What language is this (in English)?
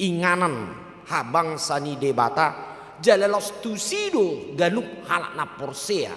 Batak Toba